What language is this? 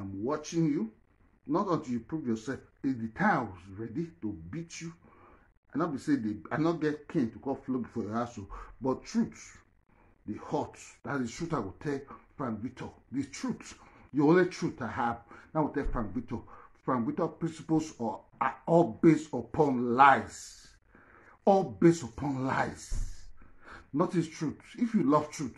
Nigerian Pidgin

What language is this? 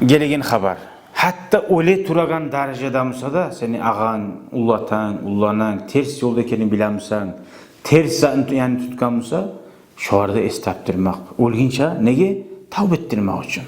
Kumyk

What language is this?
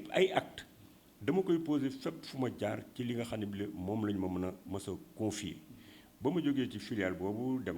Wolof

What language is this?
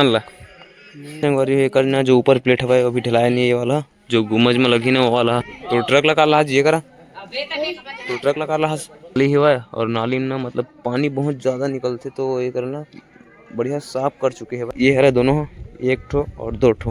Chhattisgarhi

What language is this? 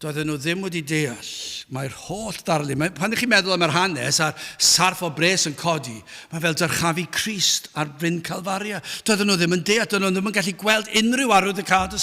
Welsh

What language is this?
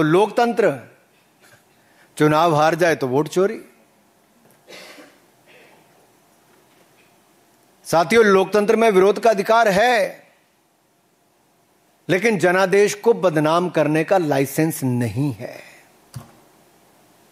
Hindi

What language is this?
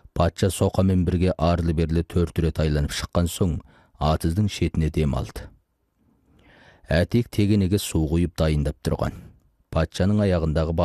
Kazakh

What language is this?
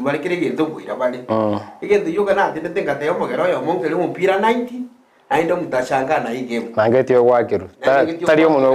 Gusii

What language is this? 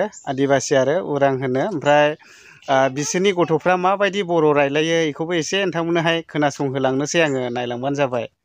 Bodo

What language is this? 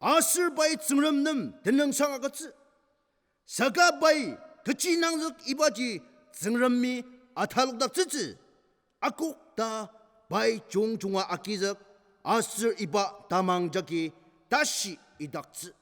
Ao Naga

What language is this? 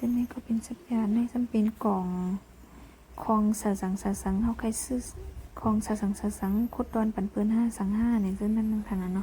Shan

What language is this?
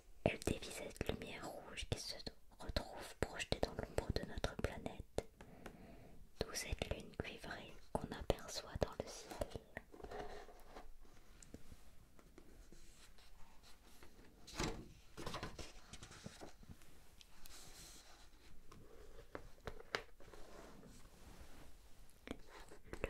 French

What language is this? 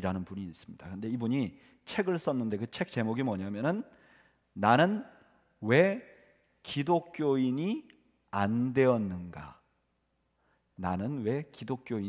Korean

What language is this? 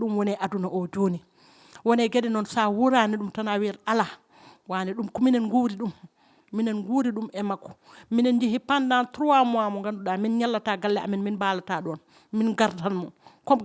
Fula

